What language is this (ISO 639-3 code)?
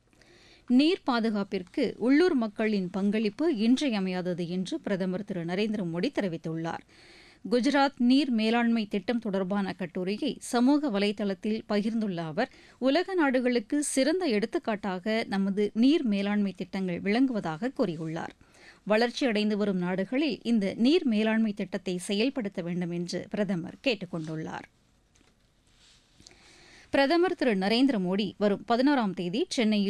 tam